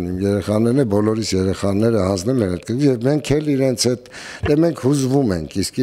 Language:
Armenian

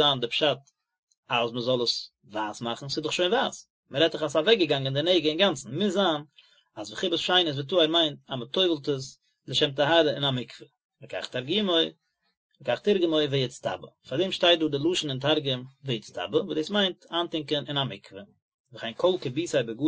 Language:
Yiddish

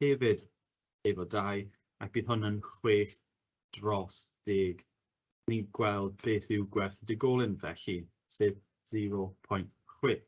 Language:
Welsh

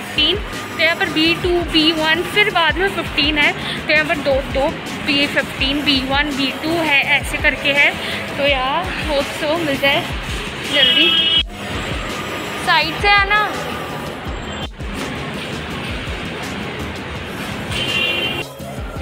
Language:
Hindi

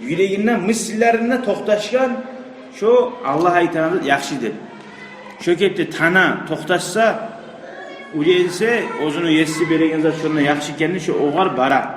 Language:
Kumyk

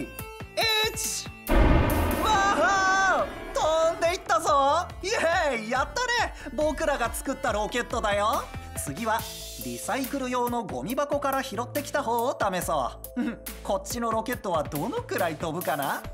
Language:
Japanese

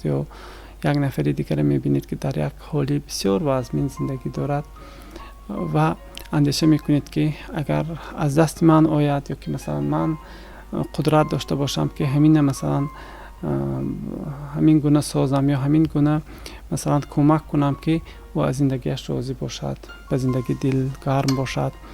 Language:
Tajik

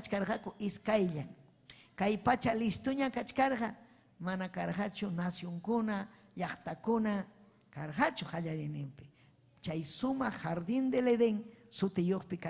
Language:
Ayacucho Quechua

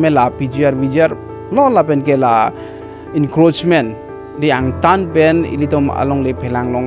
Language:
Karbi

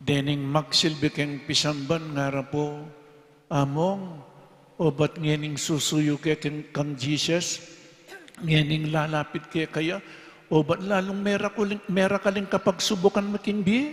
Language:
Pampanga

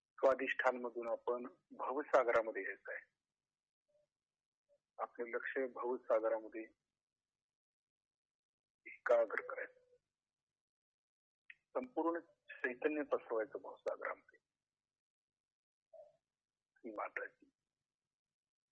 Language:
Marathi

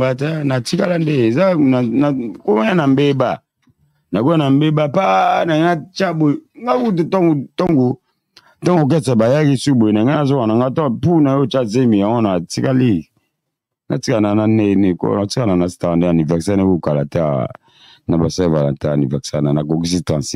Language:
Lingala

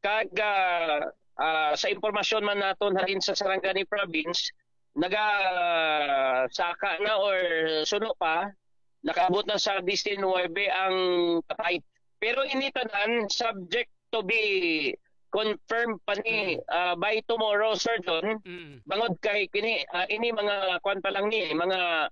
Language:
Hiligaynon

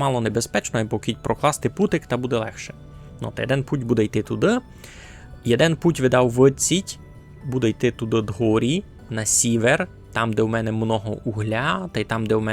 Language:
Rusyn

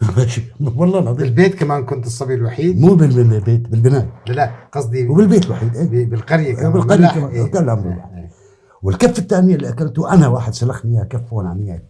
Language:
North Levantine Arabic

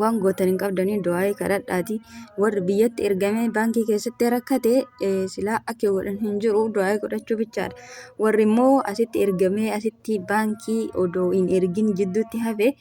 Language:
Oromo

